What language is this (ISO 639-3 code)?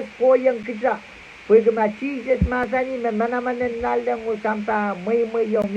pon